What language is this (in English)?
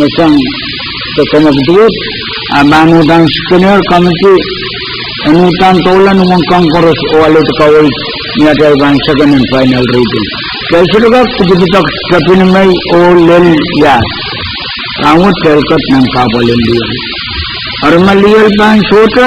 Pohnpeian